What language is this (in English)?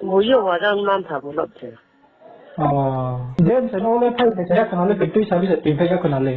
Riang (India)